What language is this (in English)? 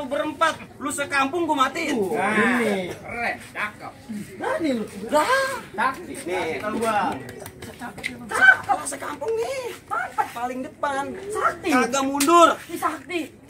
Betawi